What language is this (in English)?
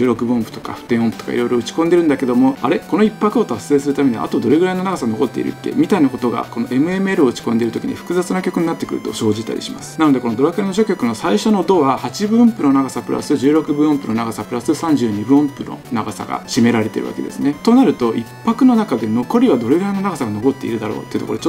Japanese